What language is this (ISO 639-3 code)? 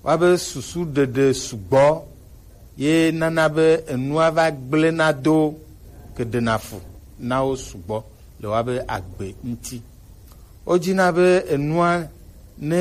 gej